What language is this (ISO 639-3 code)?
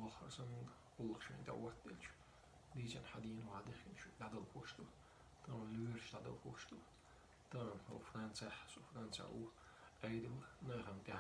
che